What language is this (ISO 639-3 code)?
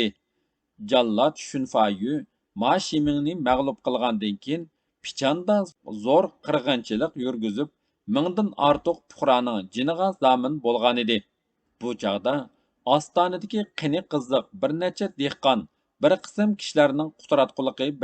uig